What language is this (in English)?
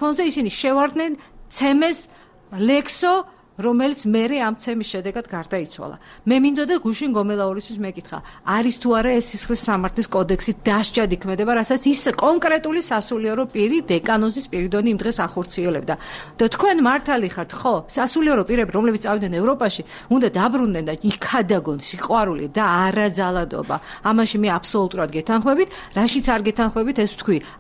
Georgian